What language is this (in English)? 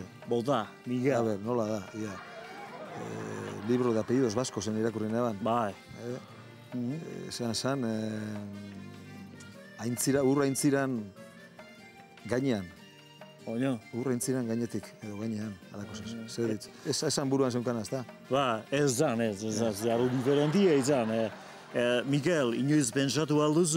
Basque